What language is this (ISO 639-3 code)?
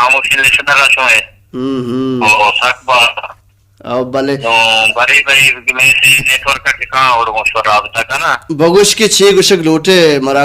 bal